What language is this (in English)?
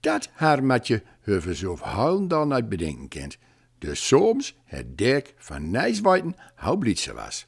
Gronings